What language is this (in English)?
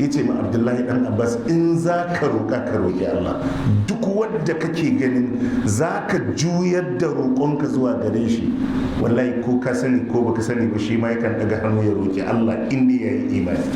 Hausa